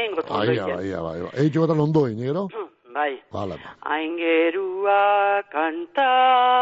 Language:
Basque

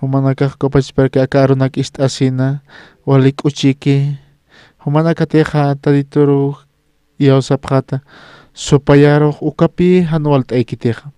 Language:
Aymara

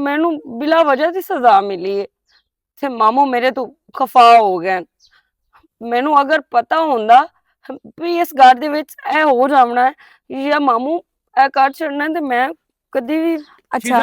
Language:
Western Panjabi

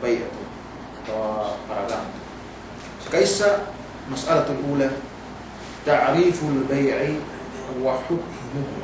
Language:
Yakan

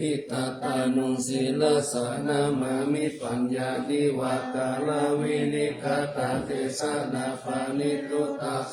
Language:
Pali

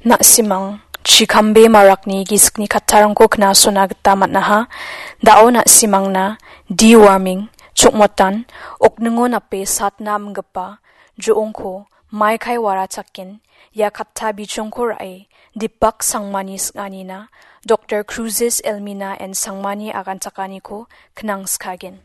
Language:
Garo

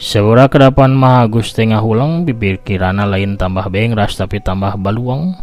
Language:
Sundanese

